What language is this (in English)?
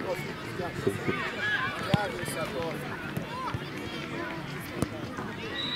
Ukrainian